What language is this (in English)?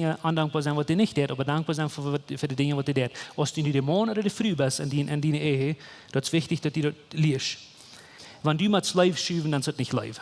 Plautdietsch